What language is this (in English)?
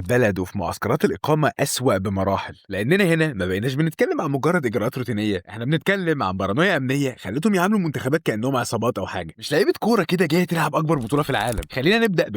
Egyptian Arabic